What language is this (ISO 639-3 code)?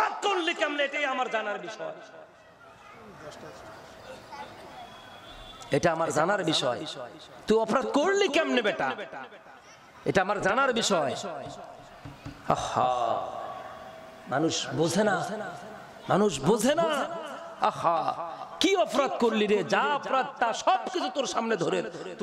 ben